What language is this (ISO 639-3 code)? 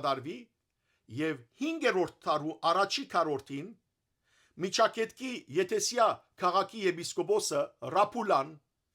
hyw